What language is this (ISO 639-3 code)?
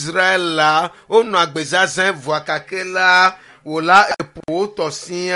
ewe